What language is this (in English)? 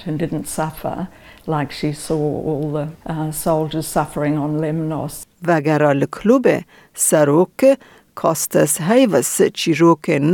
Kurdish